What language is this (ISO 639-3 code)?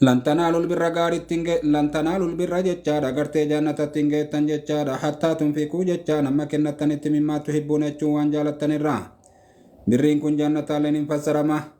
orm